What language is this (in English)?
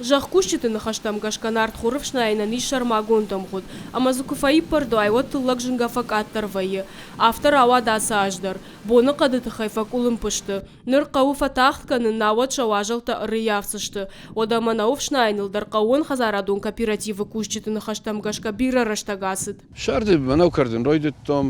Ossetic